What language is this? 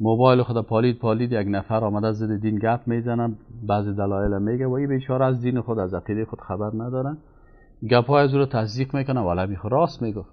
Persian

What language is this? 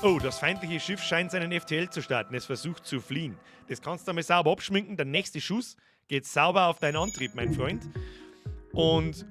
Bavarian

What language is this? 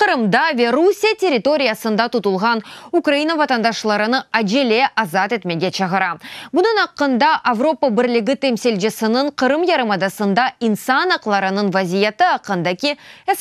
Crimean Tatar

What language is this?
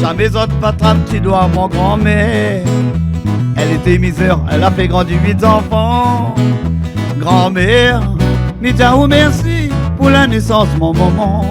Réunion Creole French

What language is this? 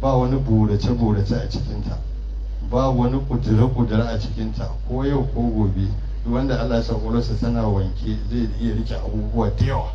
Hausa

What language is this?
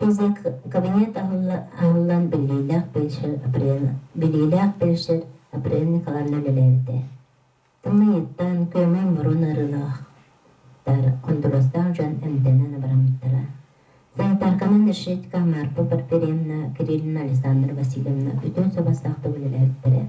Yakut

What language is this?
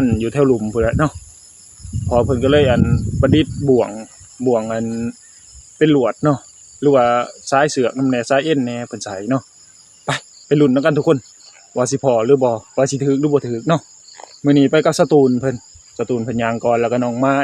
Northeastern Thai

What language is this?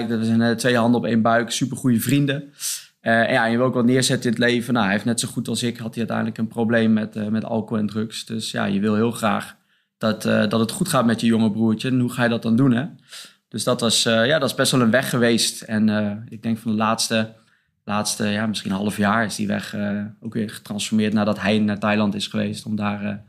Dutch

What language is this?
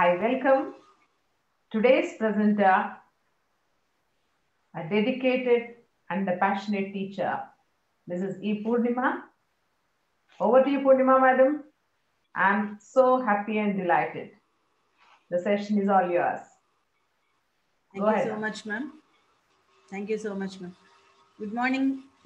English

